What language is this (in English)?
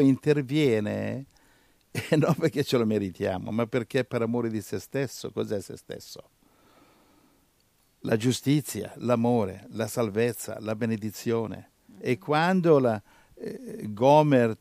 Italian